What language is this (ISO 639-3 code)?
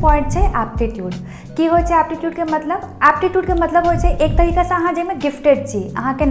mai